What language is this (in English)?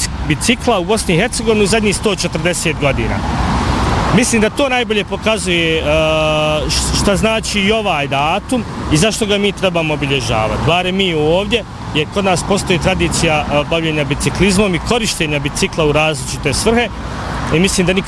Bosnian